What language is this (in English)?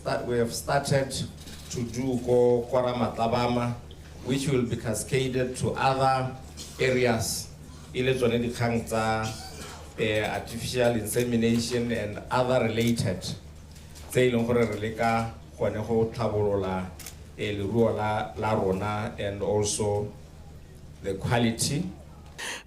Tswana